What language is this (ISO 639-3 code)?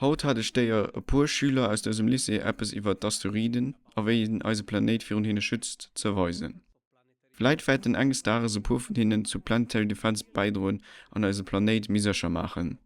ltz